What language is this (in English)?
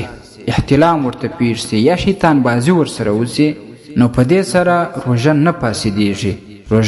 Pashto